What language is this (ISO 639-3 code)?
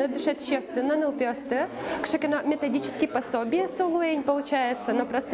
udm